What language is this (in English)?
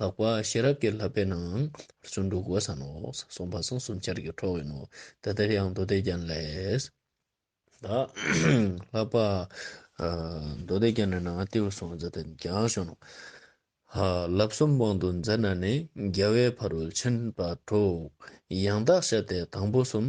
Ladakhi